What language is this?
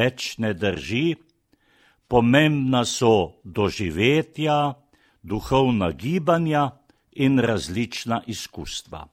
Slovenian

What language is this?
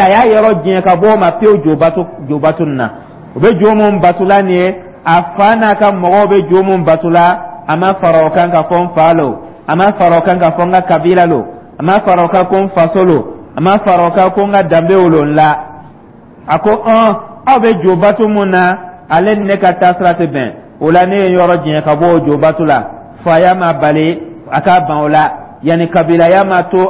Dyula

